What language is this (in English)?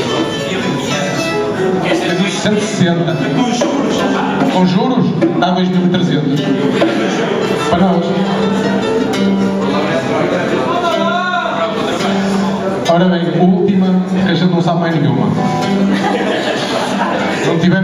Portuguese